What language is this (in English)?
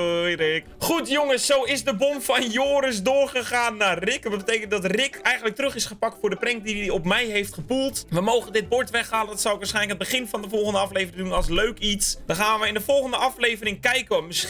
Dutch